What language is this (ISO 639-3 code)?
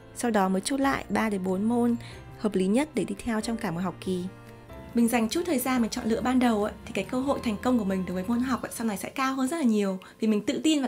vie